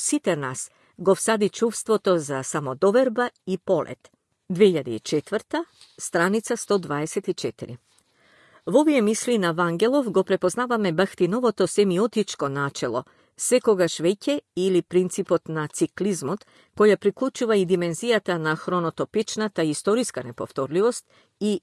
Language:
Macedonian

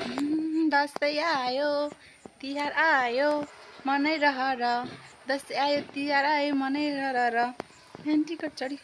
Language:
Nepali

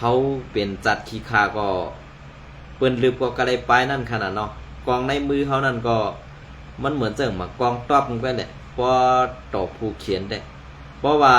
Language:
Shan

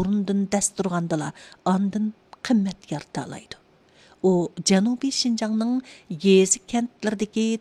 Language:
Uyghur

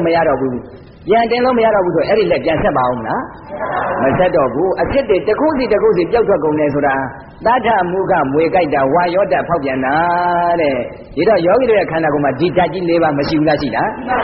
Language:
Burmese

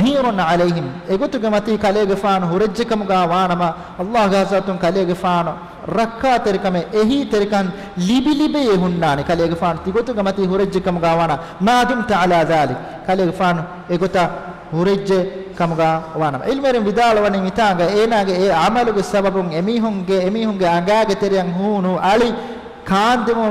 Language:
Divehi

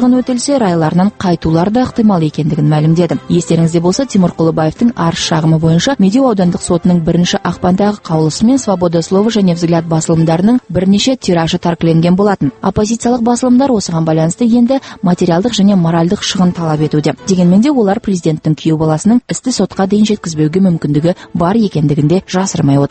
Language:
Kazakh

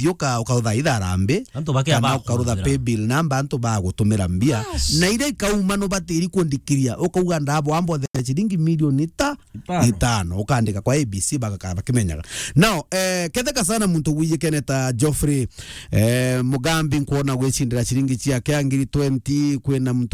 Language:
Meru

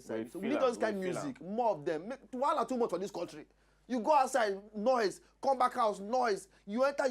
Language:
Nigerian Pidgin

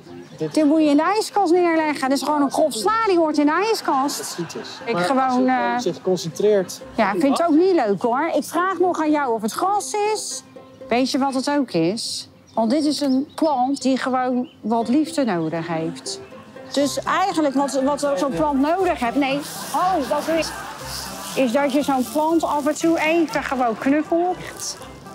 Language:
Dutch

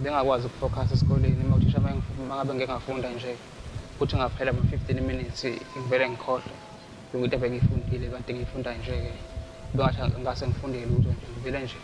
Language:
Zulu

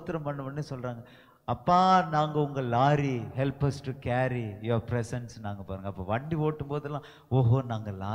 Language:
Tamil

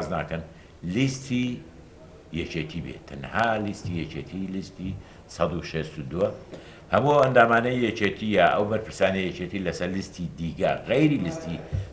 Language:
Central Kurdish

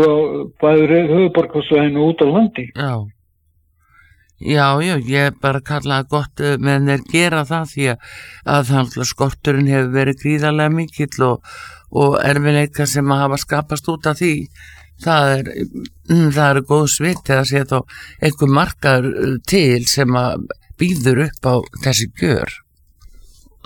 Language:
Icelandic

